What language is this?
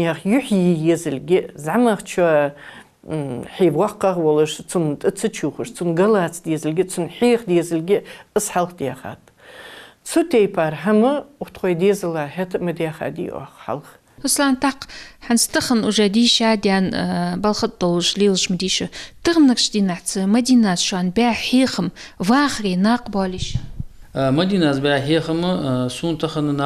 Ingush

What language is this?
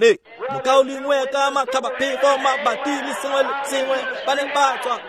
Tswana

